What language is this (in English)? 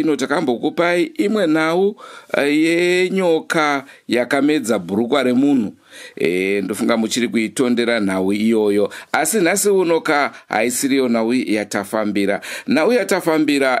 Shona